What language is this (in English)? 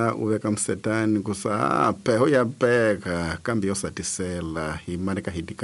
Tsonga